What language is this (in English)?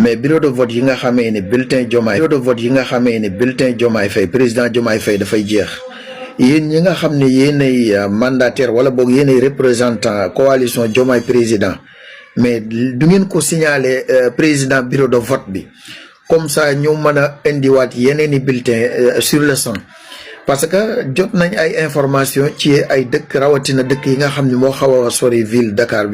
Wolof